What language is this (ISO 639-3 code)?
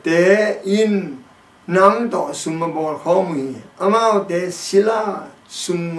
ctd